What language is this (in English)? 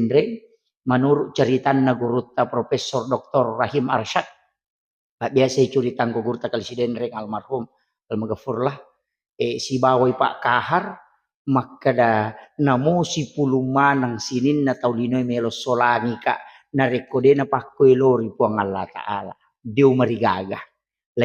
Buginese